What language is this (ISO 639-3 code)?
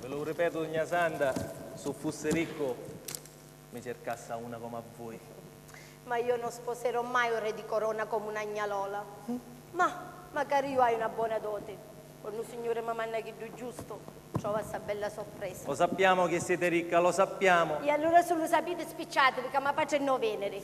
scn